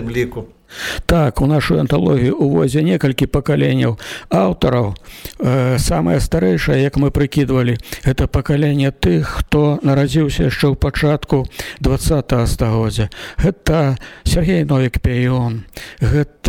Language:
Belarusian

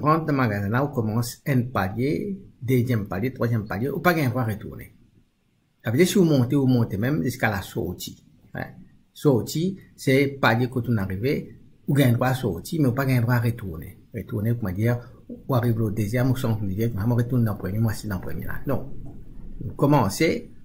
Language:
Morisyen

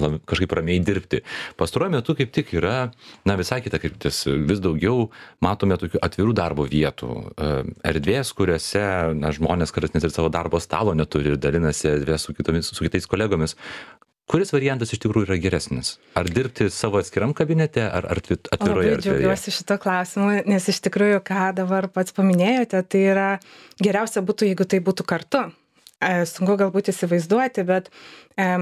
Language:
Lithuanian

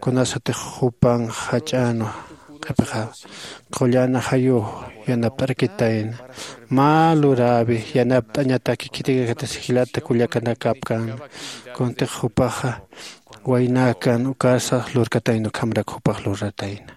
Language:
Aymara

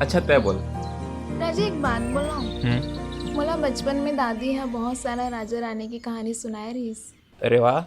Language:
Chhattisgarhi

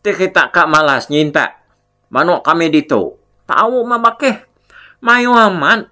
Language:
Iban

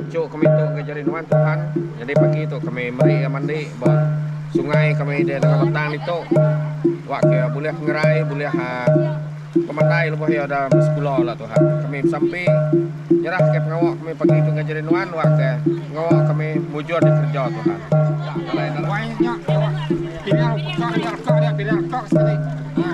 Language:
Iban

